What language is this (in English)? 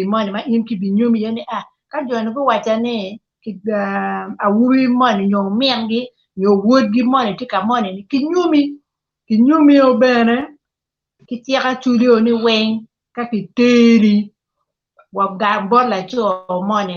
Acoli